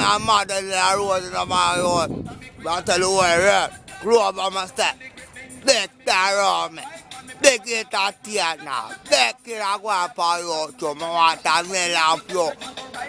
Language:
Jamaican Creole English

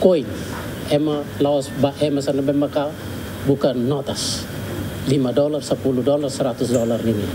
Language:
Tetum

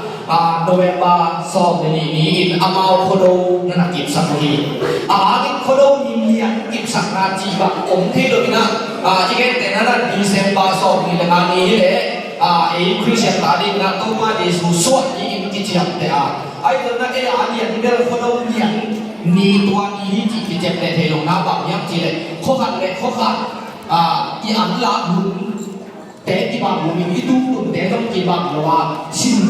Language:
Tedim Chin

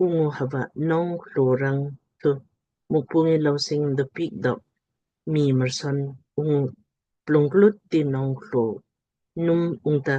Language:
Lamkang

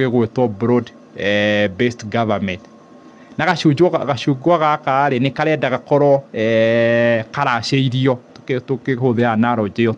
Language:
Kikuyu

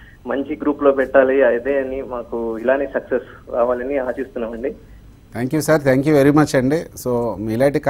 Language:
Telugu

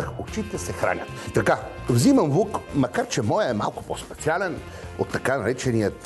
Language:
Bulgarian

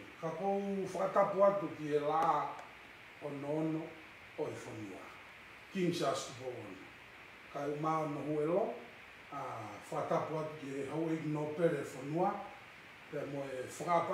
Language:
Tongan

